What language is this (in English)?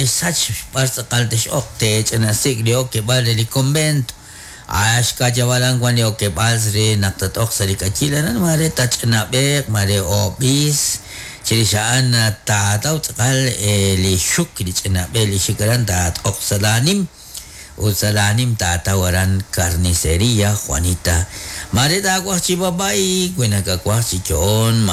Kekchí